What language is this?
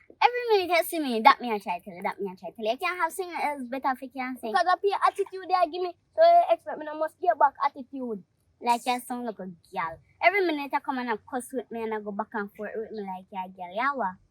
Jamaican Creole English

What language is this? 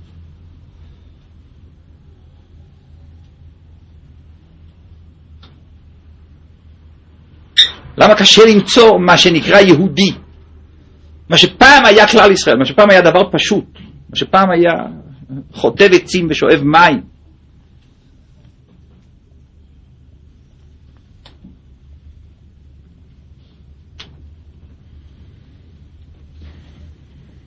Hebrew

